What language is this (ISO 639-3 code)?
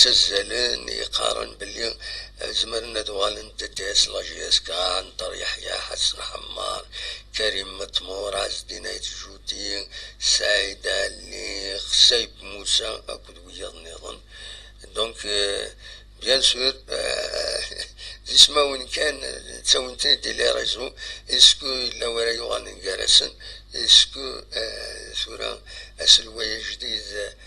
kab